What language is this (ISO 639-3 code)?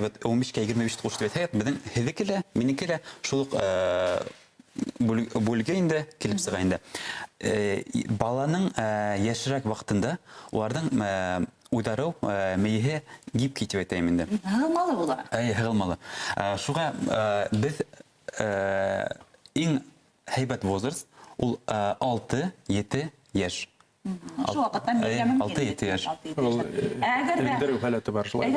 bak